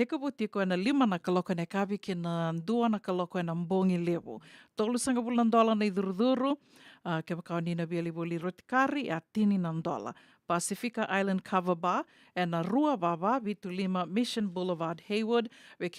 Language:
Fijian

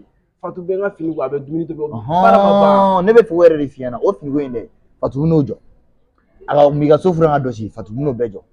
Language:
Bambara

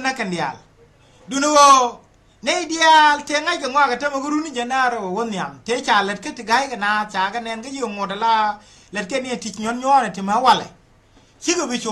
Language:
Nuer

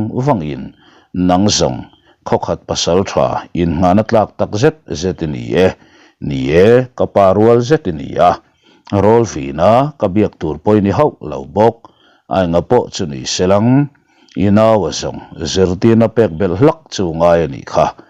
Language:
Mizo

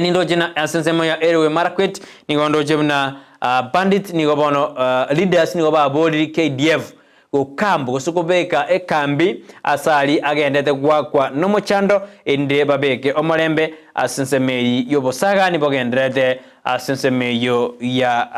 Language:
Gusii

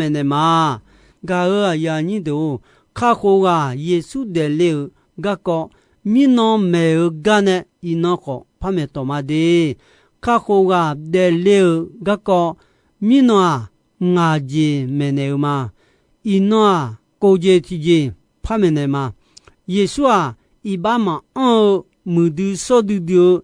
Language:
Akha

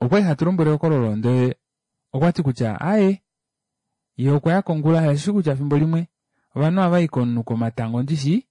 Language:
Kuanyama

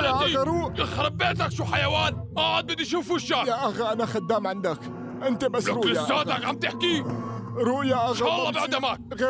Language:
North Levantine Arabic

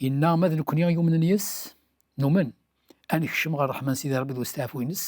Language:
Kabyle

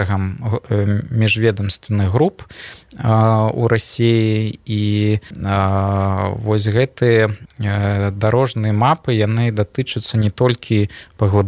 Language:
Belarusian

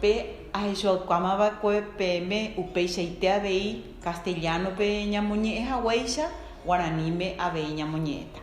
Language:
Guarani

